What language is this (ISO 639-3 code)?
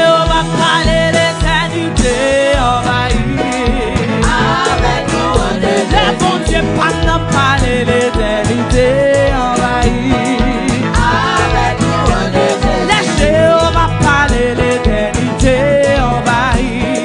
hat